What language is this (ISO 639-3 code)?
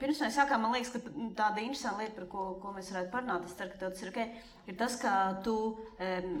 lav